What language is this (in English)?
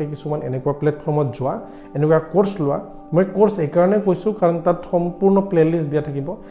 Assamese